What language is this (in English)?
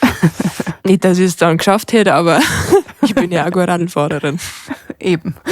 Bavarian